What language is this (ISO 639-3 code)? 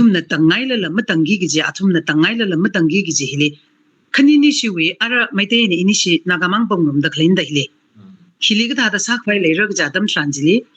nmf